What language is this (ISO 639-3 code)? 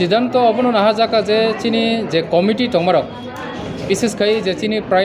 trp